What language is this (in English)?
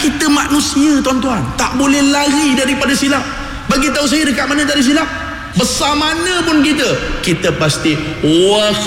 Malay